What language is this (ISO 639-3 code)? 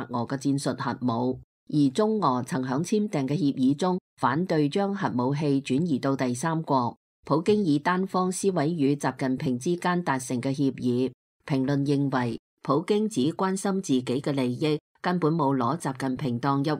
yue